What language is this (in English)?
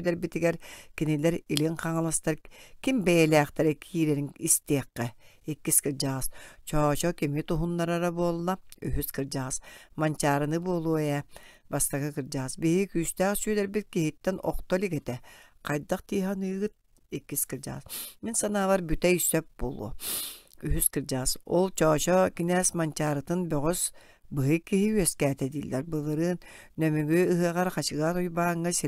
Yakut